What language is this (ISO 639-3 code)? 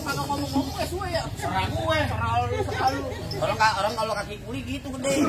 bew